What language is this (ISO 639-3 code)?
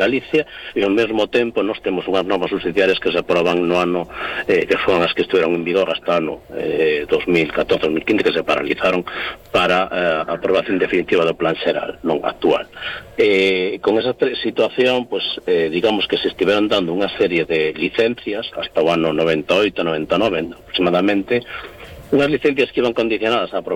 glg